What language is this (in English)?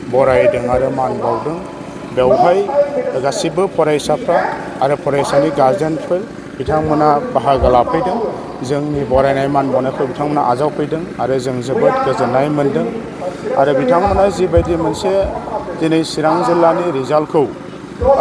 Bodo